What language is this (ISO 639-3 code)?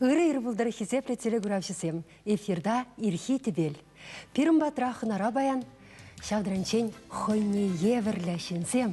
chv